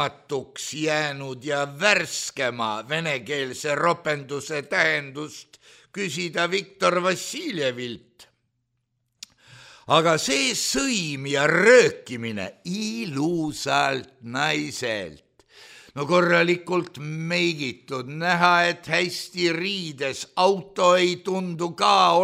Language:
Estonian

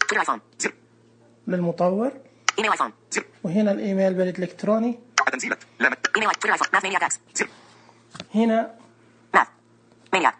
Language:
Najdi Arabic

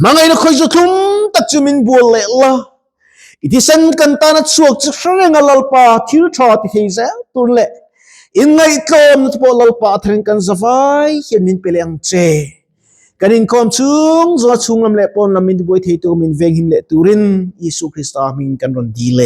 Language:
Mizo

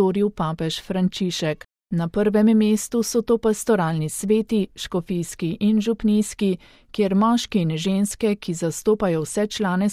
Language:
Slovenian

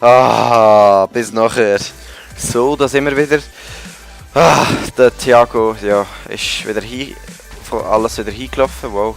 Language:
Swiss German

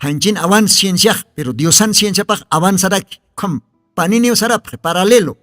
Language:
Aymara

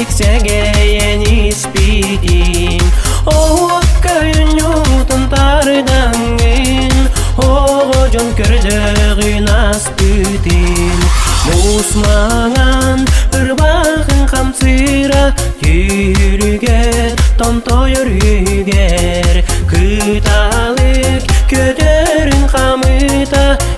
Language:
Yakut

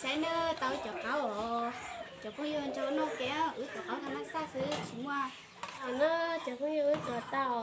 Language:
Hmong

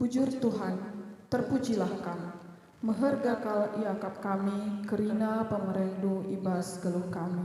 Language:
Batak Karo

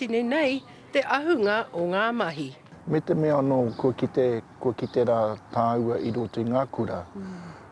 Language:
Māori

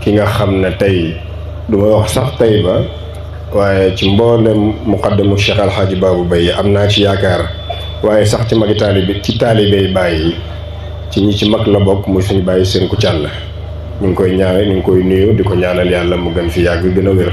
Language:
Wolof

